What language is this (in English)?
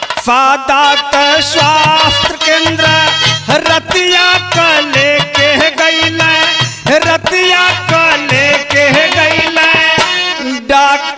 Bhojpuri